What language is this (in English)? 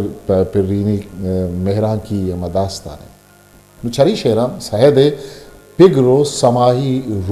Eastern Balochi